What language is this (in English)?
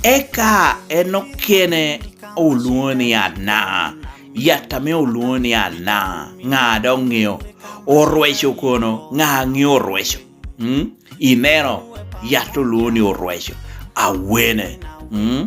Lango (Uganda)